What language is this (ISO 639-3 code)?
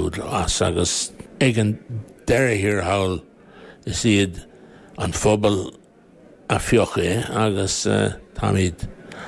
gle